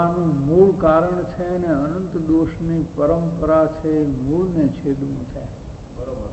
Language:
Gujarati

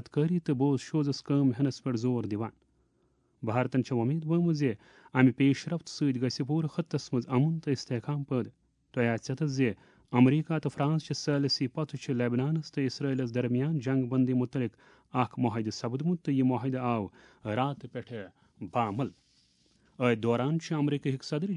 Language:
Kashmiri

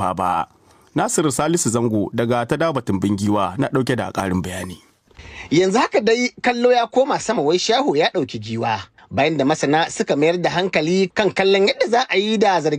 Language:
Hausa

